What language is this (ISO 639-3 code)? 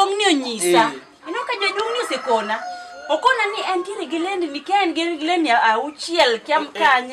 luo